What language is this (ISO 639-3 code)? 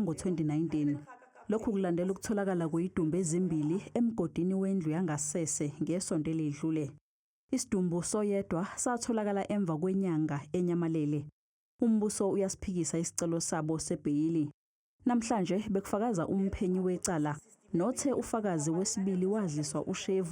zul